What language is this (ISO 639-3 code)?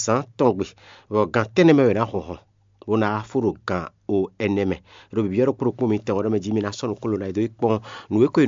fon